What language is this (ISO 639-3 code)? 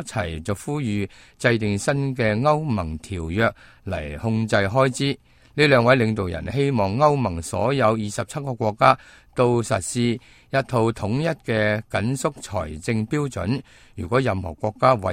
yue